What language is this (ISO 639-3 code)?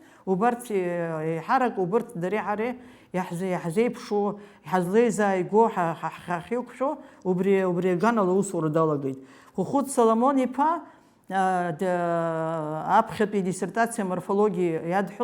abk